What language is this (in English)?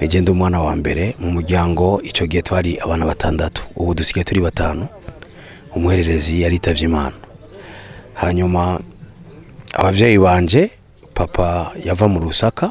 Rundi